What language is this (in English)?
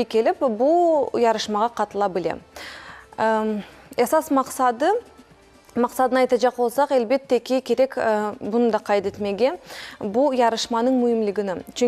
Crimean Tatar